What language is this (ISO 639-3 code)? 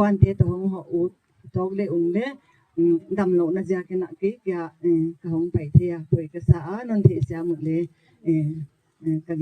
gnb